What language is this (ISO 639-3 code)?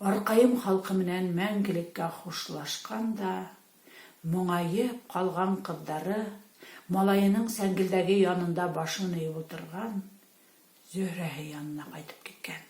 bak